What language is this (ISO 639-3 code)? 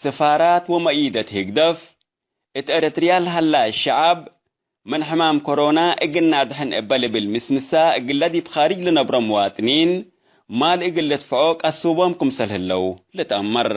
tig